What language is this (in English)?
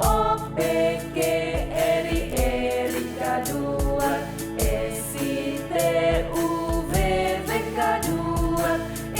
Tetum